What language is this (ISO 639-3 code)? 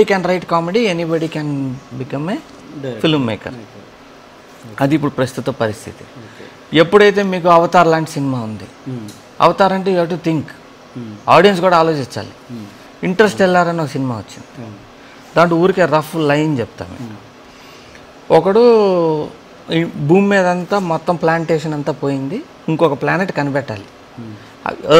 tel